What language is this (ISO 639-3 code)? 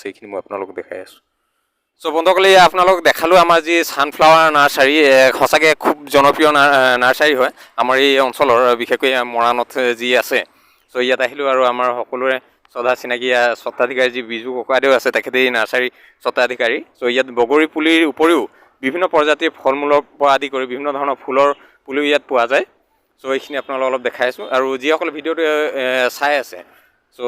asm